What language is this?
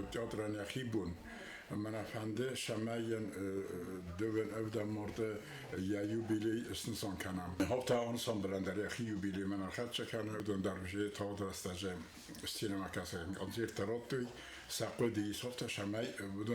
Ossetic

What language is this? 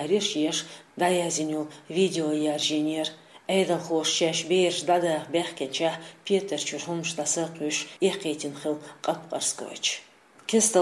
Chechen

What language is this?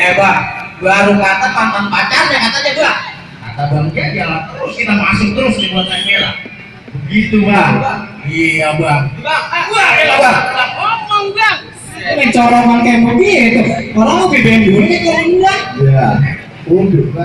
Betawi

